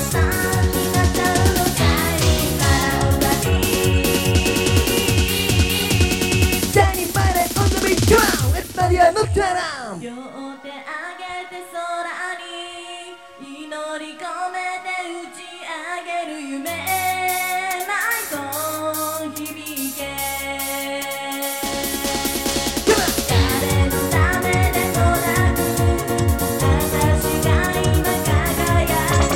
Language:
Japanese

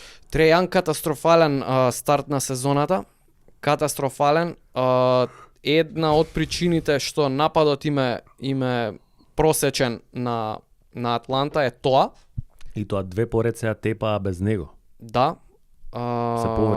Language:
Macedonian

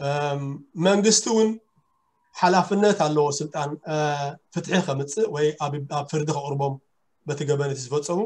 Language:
Tigrinya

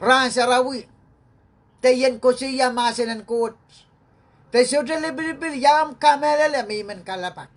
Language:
Pohnpeian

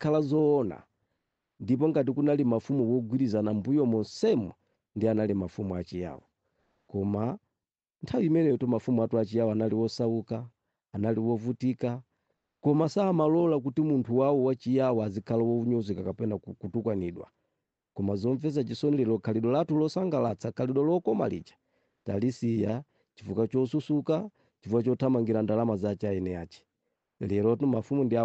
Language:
Nyanja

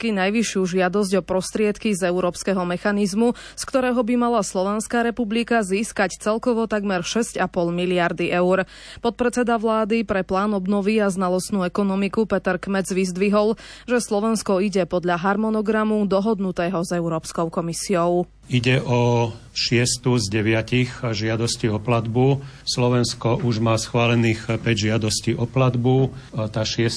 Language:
Slovak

